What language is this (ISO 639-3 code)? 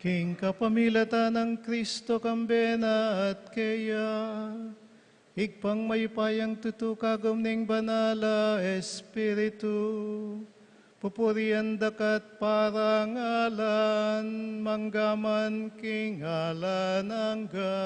pam